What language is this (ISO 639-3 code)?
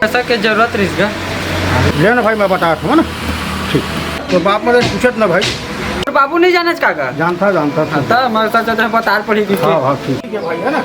hne